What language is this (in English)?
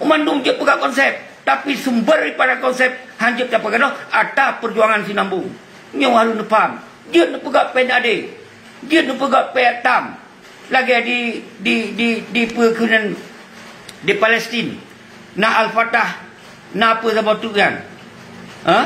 Achinese